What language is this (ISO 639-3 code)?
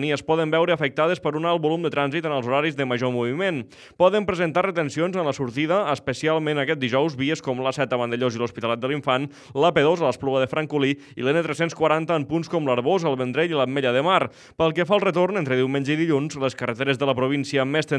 cat